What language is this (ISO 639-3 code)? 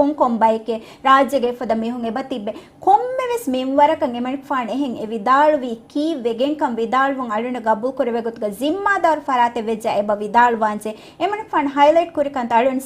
div